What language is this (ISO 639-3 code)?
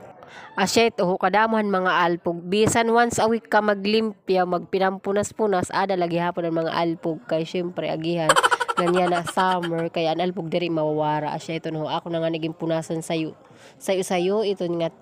war